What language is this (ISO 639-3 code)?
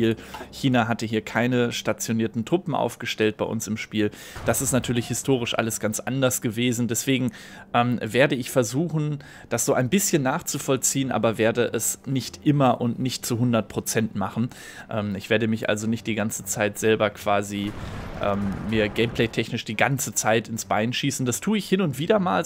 deu